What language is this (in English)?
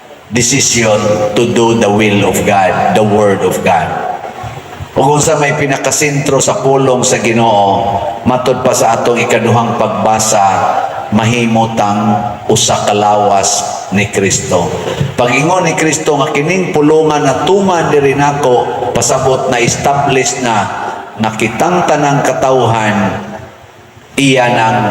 Cebuano